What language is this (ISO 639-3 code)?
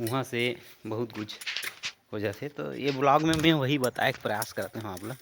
hne